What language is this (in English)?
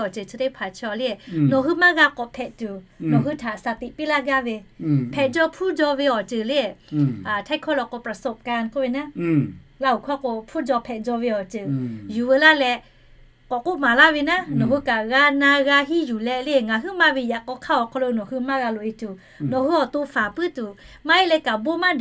Lahu